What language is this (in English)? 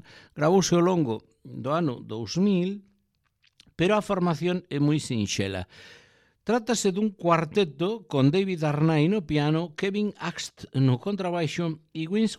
Galician